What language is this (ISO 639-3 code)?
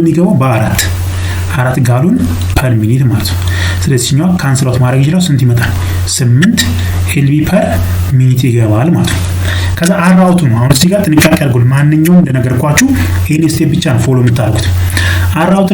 amh